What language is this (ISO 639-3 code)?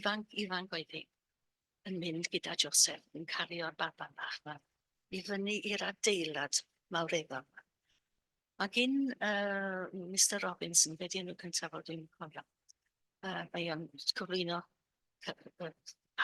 cym